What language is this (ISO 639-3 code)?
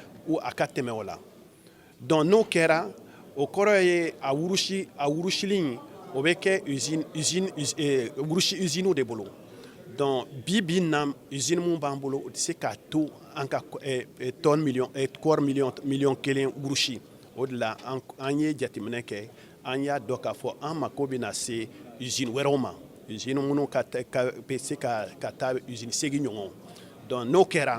bam